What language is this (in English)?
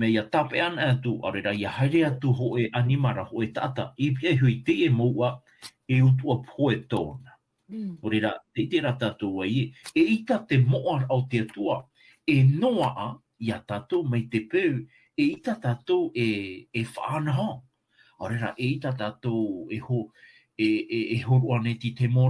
Tahitian